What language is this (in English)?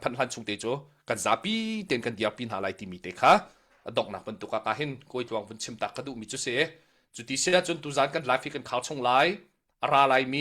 Hakha Chin